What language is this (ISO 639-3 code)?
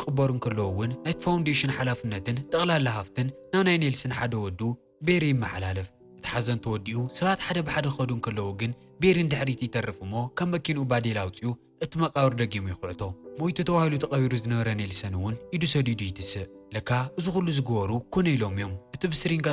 tir